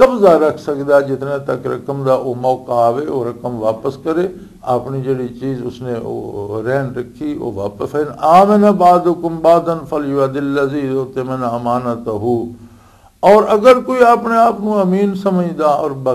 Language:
Western Panjabi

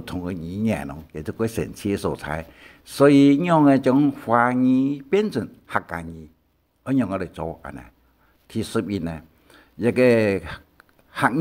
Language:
Hakka Chinese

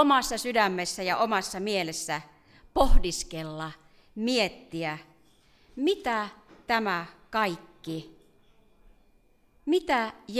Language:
Finnish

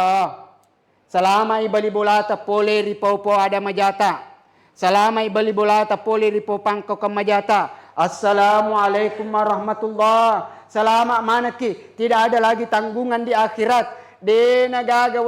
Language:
Buginese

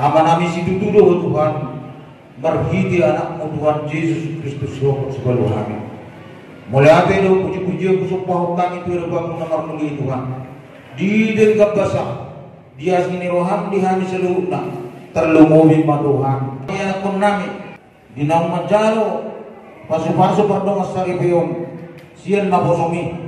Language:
Batak Toba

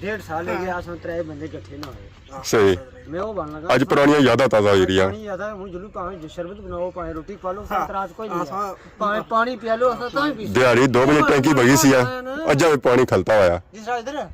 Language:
Pahari-Potwari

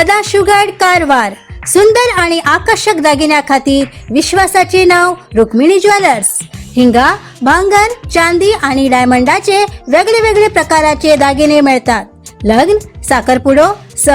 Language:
Konkani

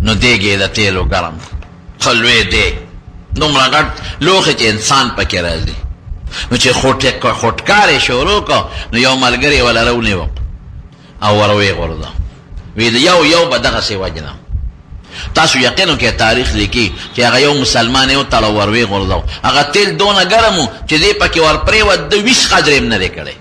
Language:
Pashto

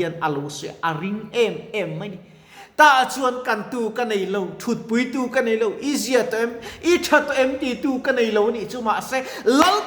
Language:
Mizo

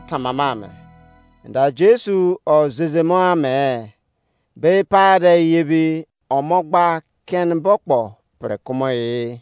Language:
Izon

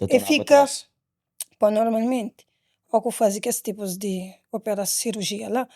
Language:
Kabuverdianu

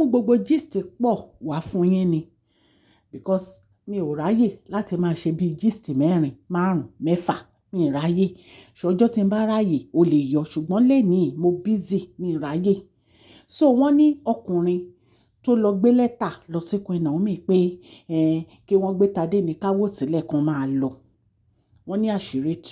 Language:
Yoruba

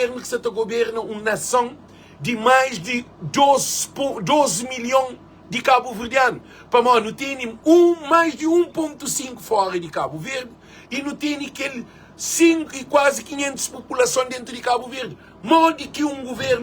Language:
Kabuverdianu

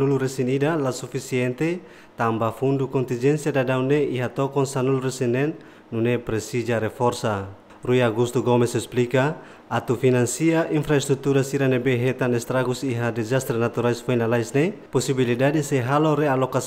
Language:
Tetum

